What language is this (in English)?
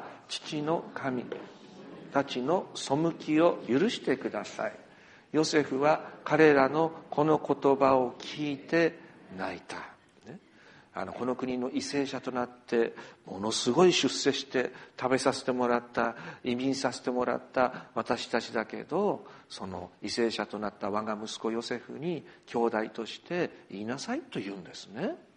Japanese